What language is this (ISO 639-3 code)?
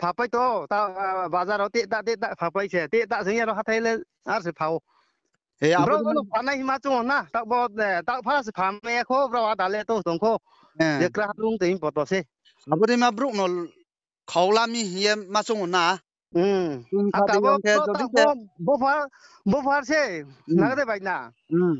ria